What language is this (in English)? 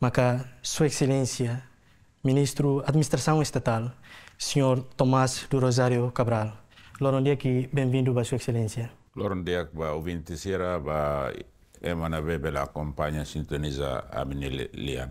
Tetum